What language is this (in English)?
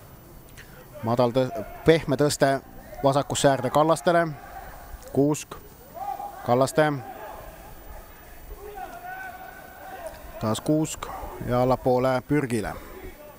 Estonian